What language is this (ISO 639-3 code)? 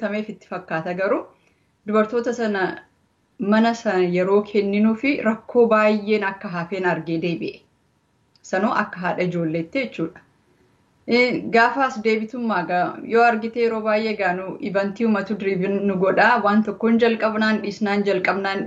orm